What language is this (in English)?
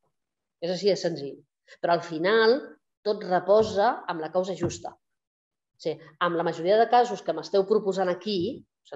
Catalan